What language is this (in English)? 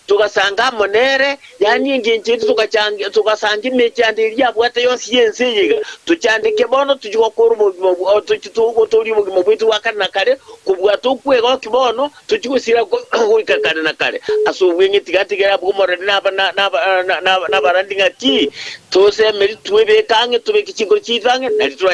Gusii